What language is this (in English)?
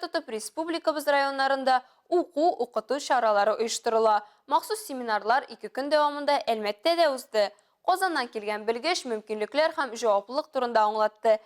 Tatar